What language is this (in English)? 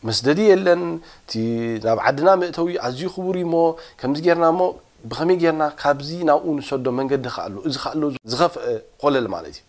Tigrinya